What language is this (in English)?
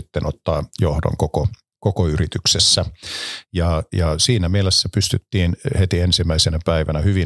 Finnish